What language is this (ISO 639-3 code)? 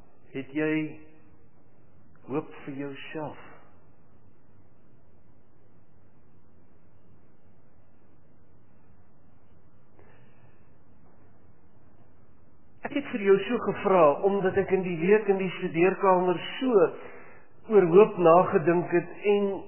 afr